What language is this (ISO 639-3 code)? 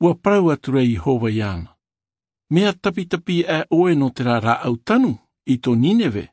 tah